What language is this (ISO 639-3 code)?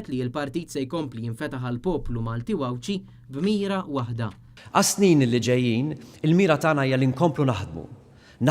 mlt